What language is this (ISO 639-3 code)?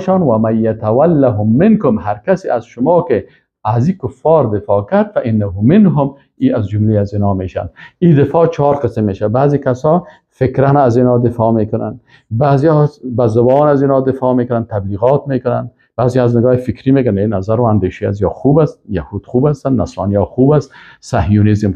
fas